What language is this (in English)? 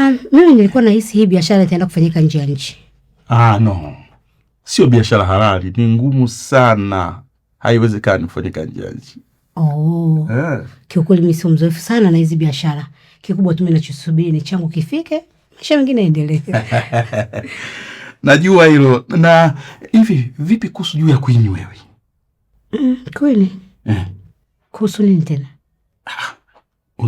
Swahili